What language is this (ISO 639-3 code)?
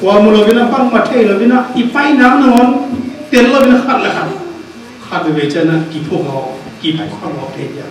ctd